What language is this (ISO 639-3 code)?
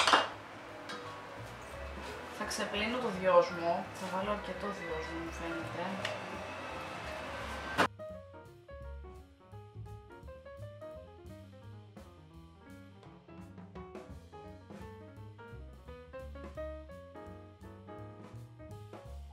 ell